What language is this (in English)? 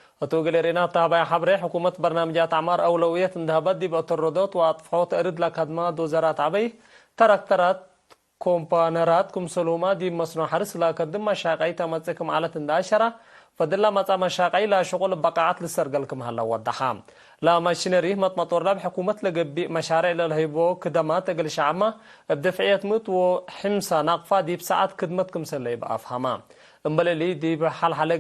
Tigre